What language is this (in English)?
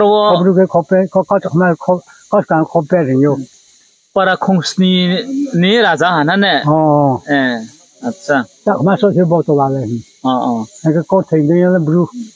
Riang (India)